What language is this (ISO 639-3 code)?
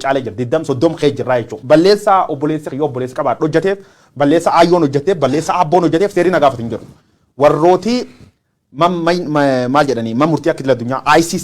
orm